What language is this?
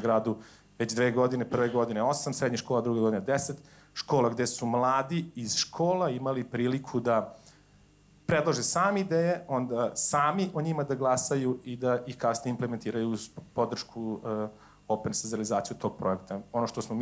Serbian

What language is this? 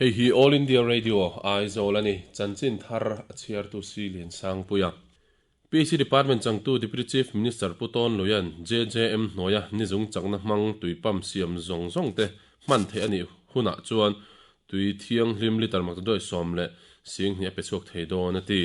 Mizo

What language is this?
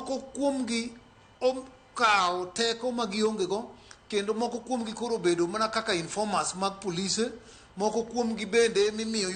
Luo (Kenya and Tanzania)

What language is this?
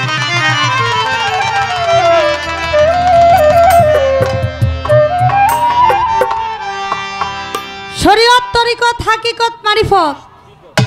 Bangla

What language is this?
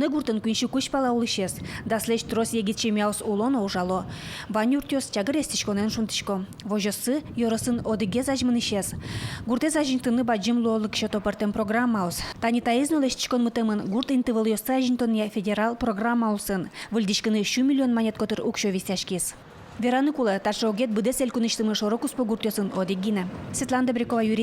Udmurt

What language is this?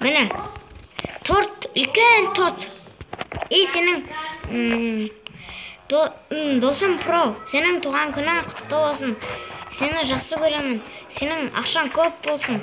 Kazakh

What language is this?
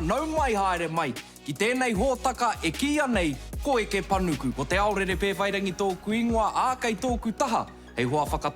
Māori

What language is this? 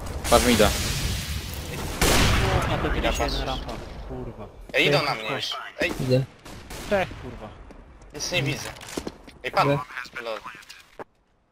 Polish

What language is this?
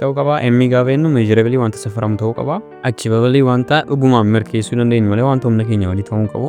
Oromo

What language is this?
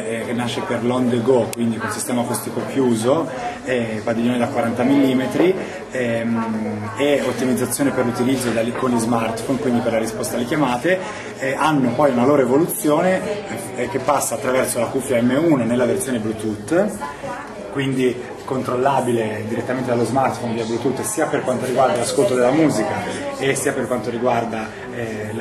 Italian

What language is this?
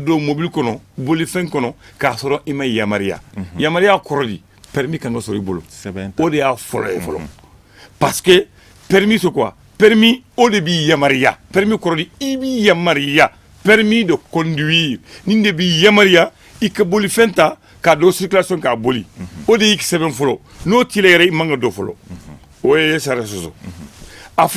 Bambara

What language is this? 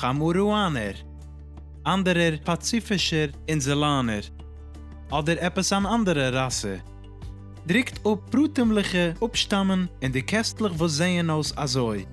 Yiddish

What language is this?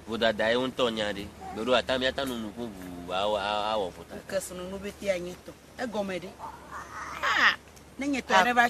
Ewe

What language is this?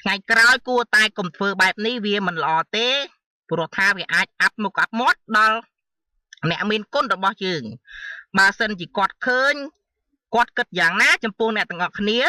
Khmer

